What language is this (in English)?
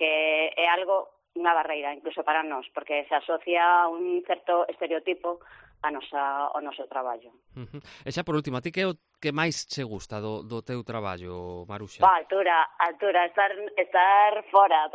Galician